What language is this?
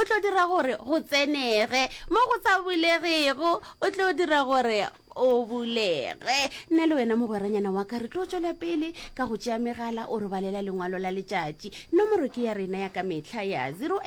Northern Sotho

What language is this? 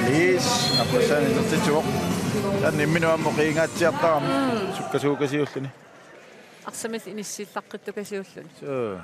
Kalaallisut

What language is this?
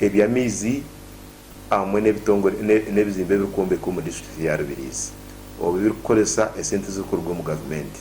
Nyankole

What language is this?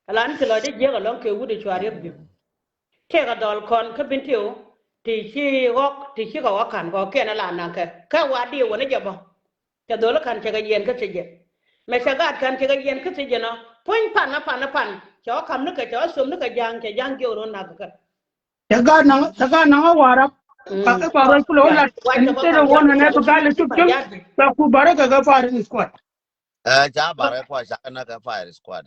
Nuer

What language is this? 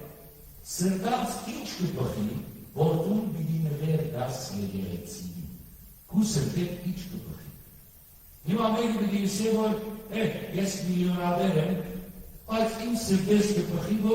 Western Armenian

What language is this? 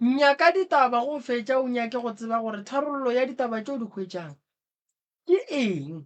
Northern Sotho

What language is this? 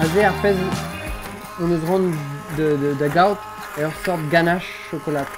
Breton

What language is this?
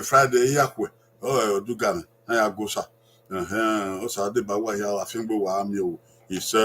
Bini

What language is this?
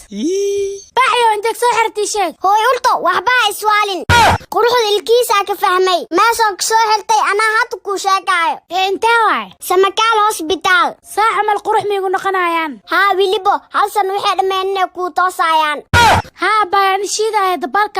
Somali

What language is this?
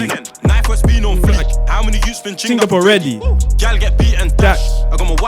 Jamaican Creole English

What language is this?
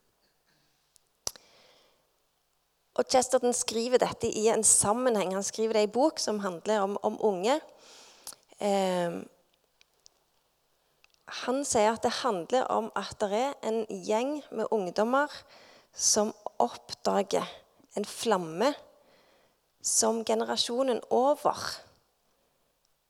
Norwegian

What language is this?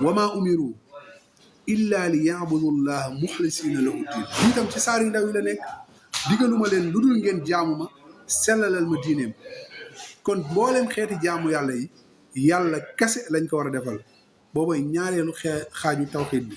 Wolof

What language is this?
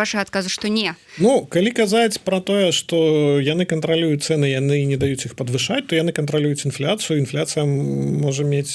Belarusian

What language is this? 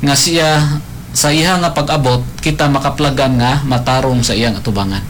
Cebuano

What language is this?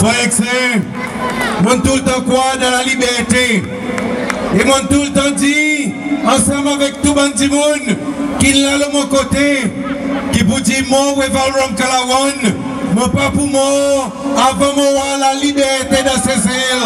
Seselwa Creole French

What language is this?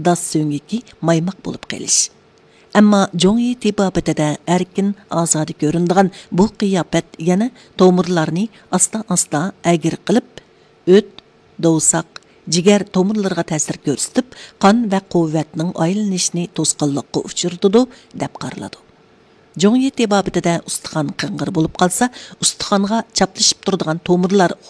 Uyghur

